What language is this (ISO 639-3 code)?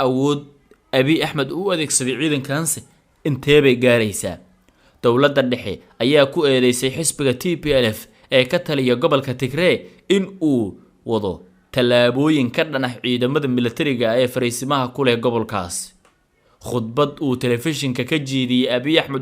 som